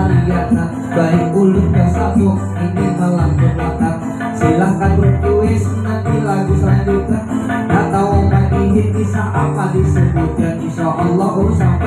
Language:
Banjar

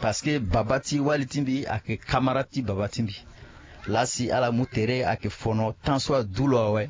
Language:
Sango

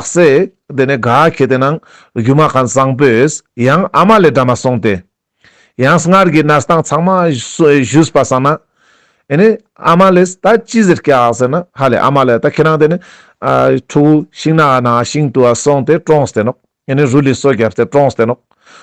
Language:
Ladakhi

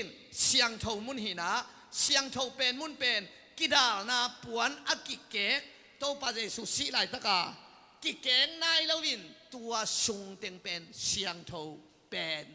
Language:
Tedim Chin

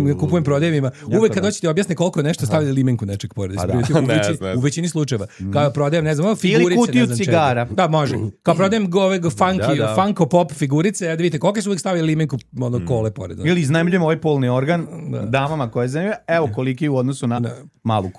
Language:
Serbian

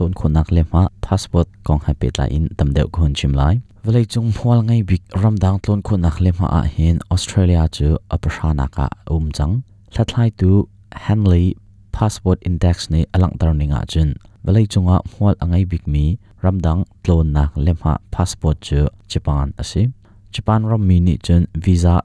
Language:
Hakha Chin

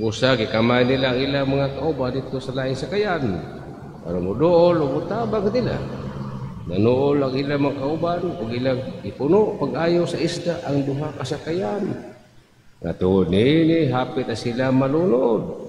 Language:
Cebuano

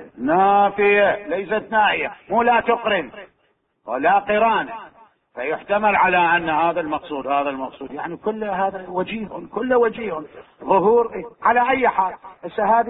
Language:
Mesopotamian Arabic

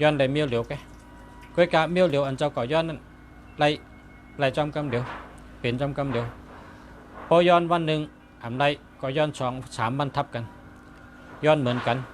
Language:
Shan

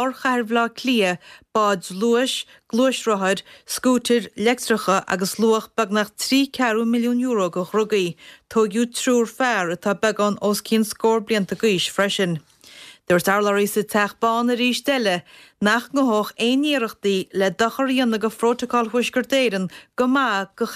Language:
Irish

